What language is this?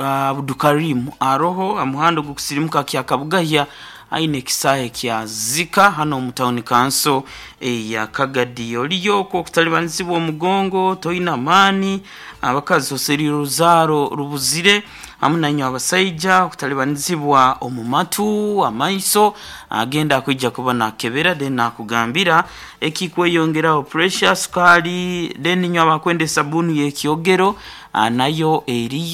Nyoro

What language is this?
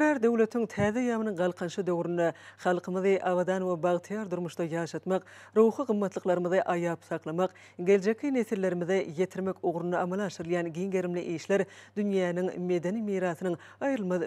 Turkmen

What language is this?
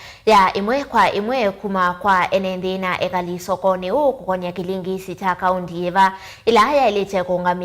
Kamba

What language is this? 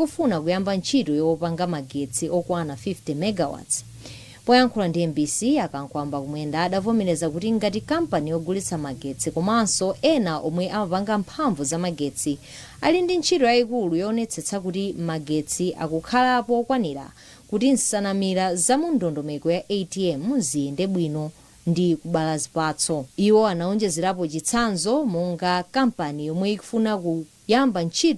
Nyanja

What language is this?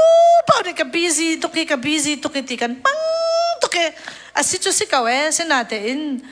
Hakha Chin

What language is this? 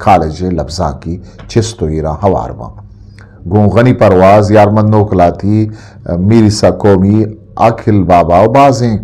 Eastern Balochi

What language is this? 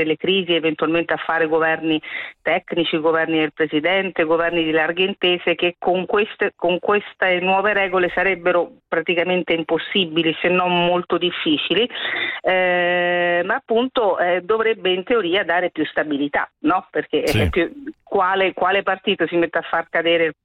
Italian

